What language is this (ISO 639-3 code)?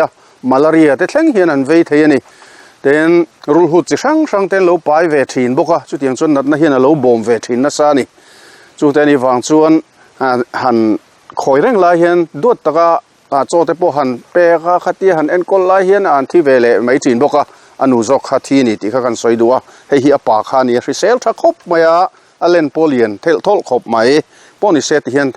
lus